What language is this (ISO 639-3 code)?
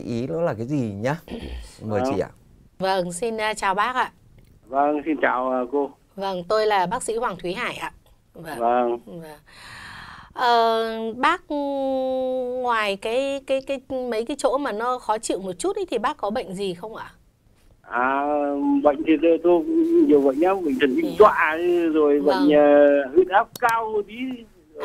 vie